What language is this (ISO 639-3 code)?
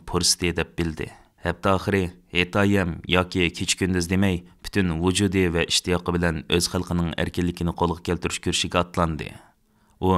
uig